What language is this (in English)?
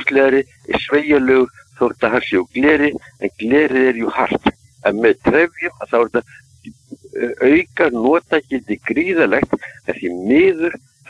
Icelandic